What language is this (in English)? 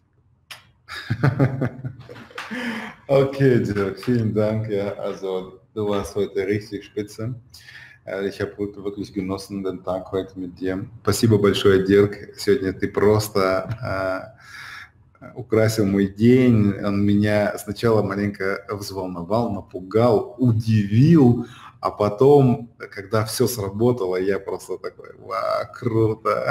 Russian